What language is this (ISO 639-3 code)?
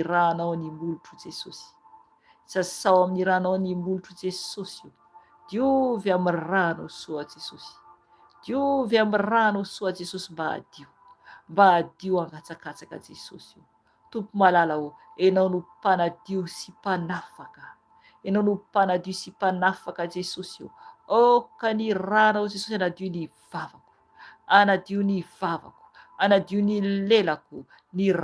mlg